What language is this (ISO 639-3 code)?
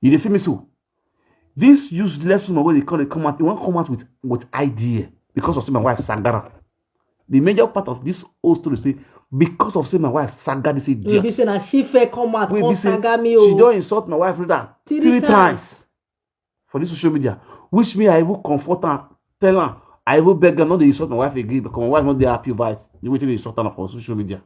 pcm